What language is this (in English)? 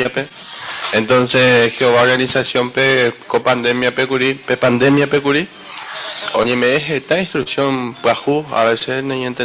Guarani